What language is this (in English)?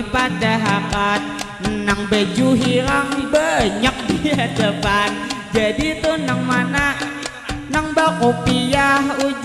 Banjar